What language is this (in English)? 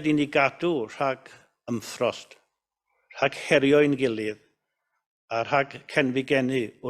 Welsh